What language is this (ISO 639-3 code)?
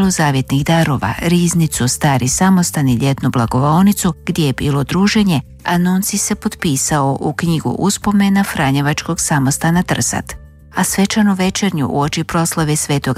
hrv